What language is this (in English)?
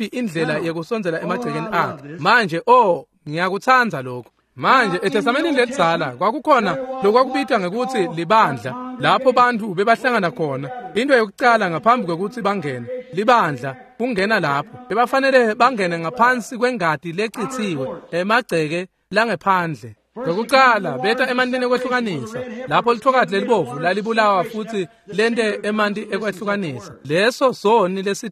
Swati